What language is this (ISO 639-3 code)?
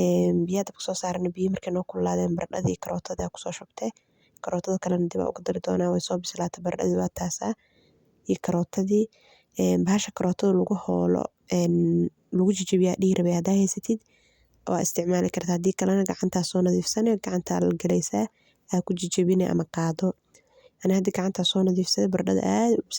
som